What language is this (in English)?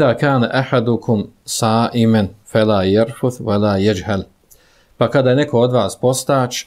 Bosnian